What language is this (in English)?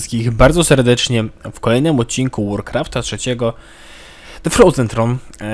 Polish